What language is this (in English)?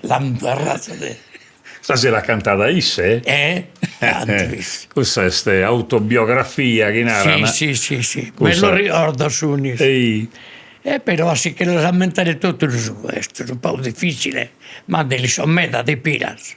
Sardinian